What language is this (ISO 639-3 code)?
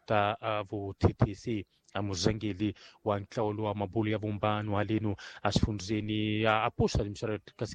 tso